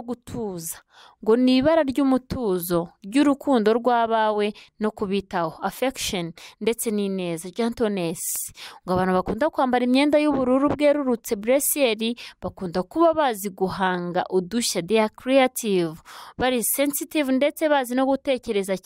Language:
Kinyarwanda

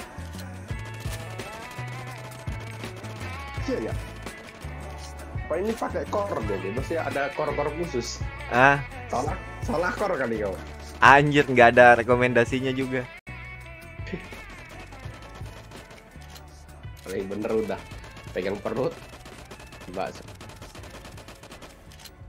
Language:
Indonesian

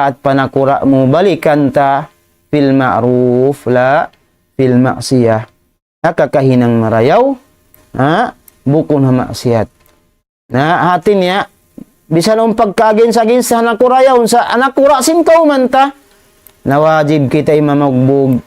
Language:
Tausug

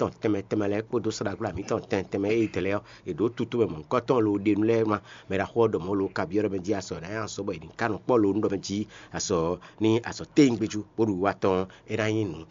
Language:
Fon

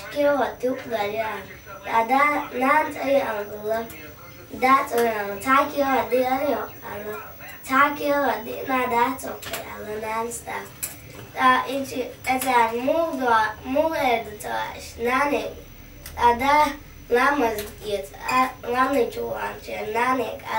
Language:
Chechen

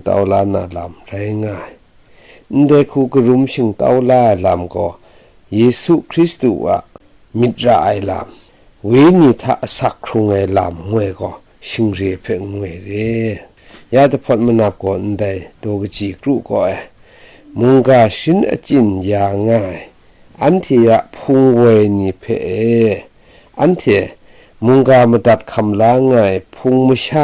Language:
Kachin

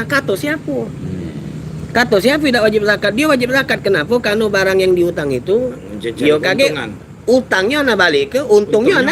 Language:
Musi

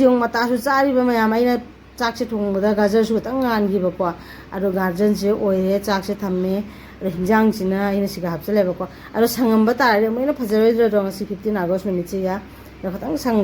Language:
Manipuri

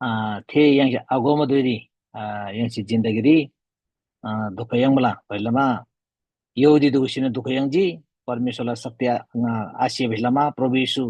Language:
Eastern Tamang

